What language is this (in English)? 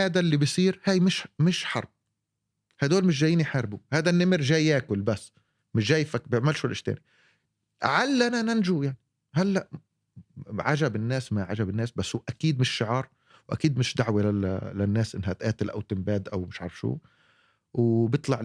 North Levantine Arabic